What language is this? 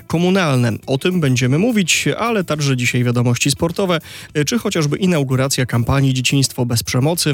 Polish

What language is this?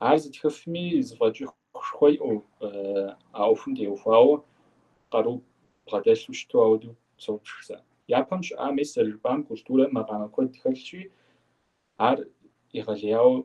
Kabardian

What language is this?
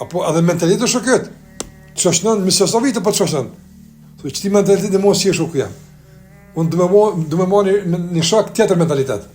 Albanian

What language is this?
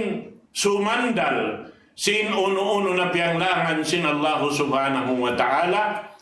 Tausug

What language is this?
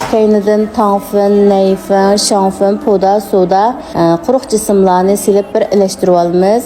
Uyghur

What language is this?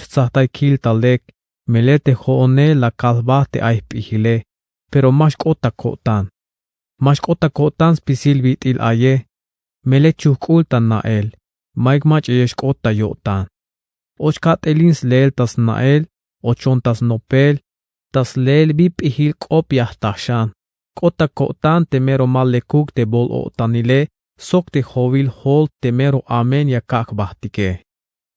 Tzeltal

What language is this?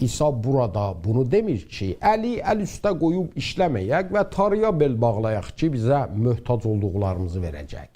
South Azerbaijani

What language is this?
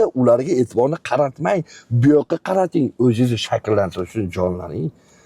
Uzbek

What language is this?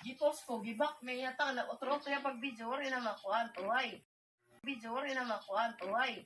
Waray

